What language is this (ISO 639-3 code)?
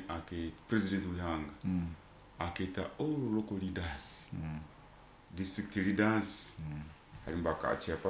nyo